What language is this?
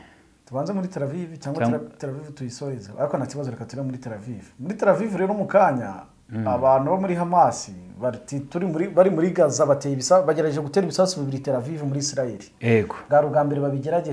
Kinyarwanda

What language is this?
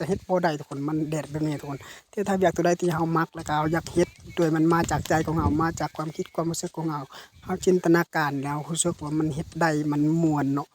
Lao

